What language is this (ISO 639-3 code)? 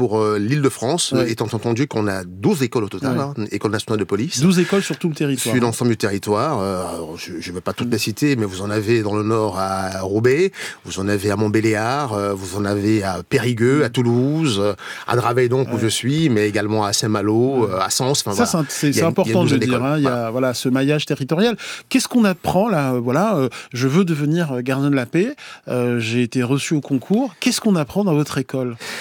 fra